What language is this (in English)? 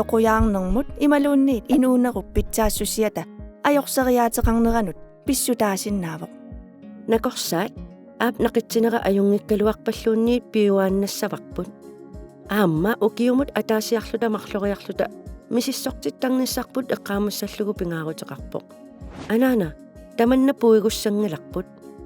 Kalaallisut